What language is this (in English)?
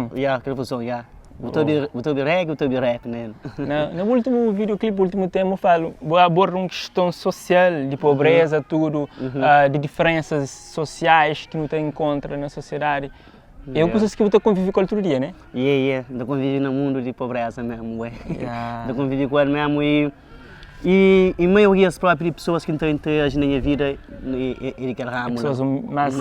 Kabuverdianu